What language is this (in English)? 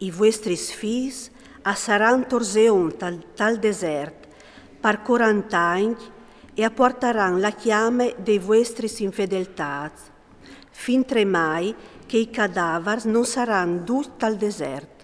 Friulian